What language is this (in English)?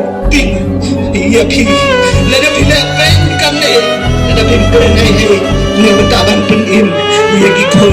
Khasi